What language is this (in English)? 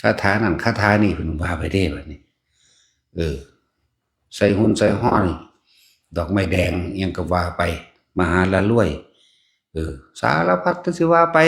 Lao